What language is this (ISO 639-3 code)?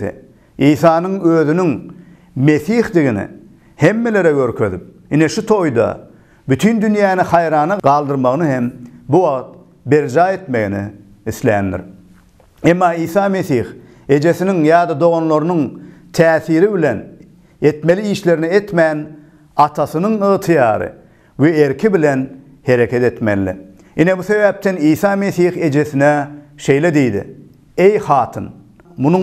tuk